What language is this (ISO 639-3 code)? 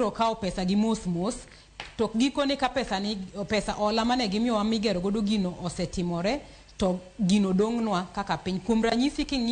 luo